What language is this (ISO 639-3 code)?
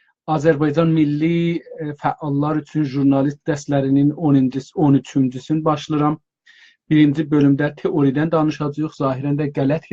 azb